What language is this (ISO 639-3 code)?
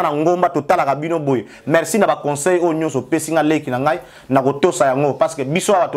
lin